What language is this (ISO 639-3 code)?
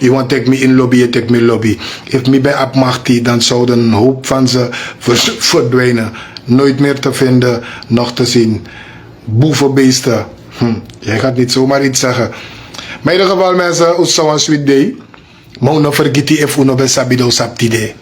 srn